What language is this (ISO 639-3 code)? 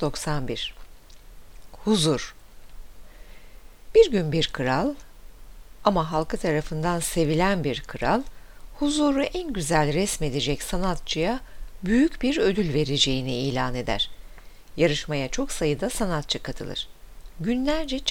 tur